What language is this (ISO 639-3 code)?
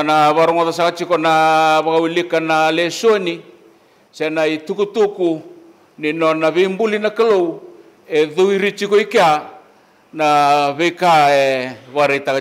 fij